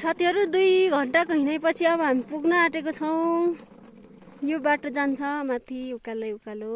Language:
Nepali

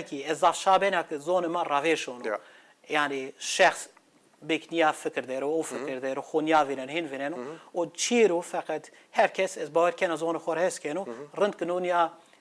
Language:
Zaza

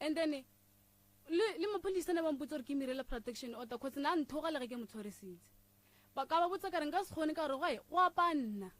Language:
Northern Sotho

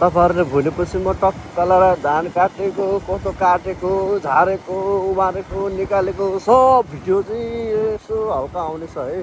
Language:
Nepali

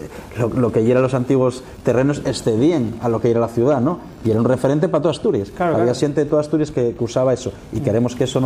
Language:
Spanish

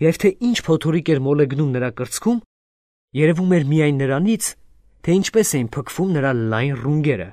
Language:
Armenian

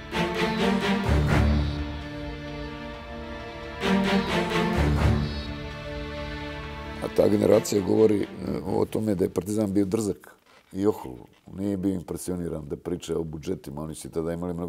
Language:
Serbian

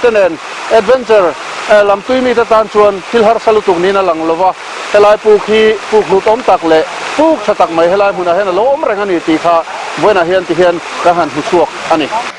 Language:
Mizo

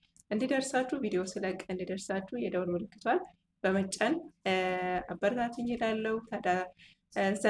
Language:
Amharic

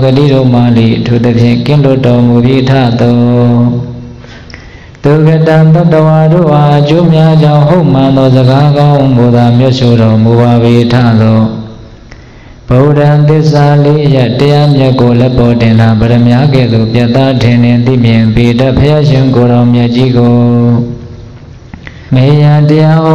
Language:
Burmese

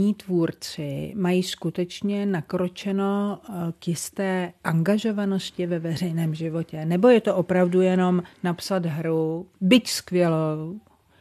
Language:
Czech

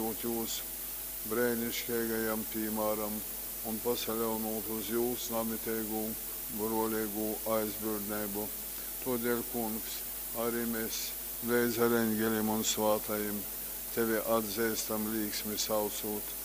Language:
Latgalian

